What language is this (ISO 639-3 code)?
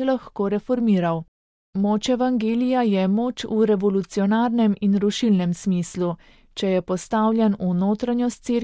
slv